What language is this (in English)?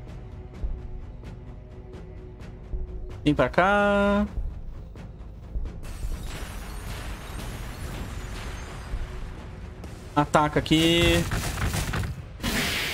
Portuguese